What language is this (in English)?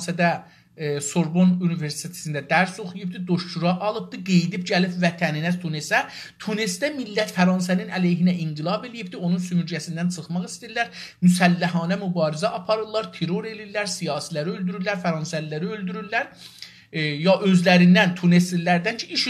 South Azerbaijani